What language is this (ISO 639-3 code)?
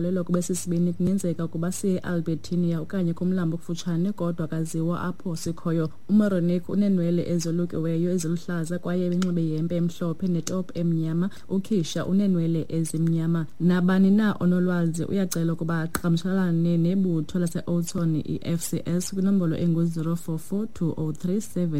xho